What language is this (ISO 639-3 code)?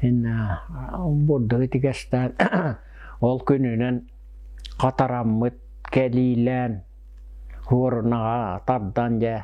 sah